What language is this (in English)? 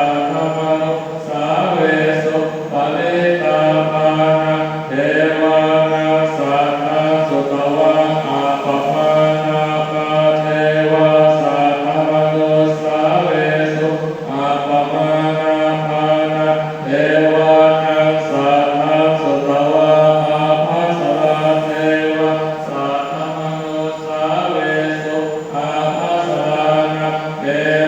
Pali